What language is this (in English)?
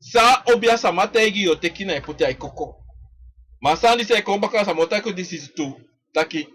Sranan Tongo